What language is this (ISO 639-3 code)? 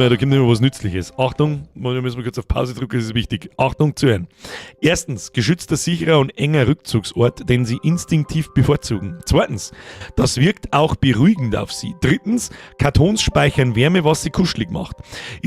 bar